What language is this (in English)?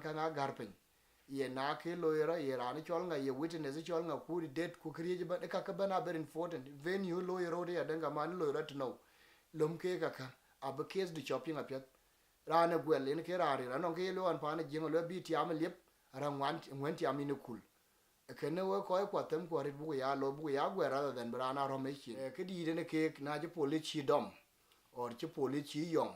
Dinka